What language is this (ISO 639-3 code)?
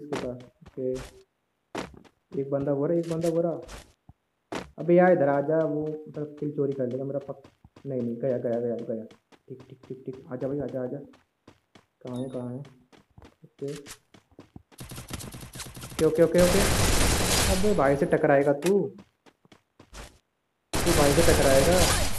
hin